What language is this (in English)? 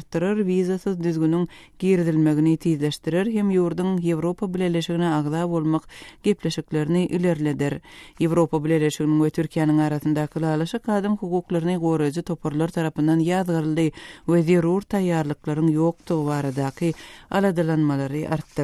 Turkmen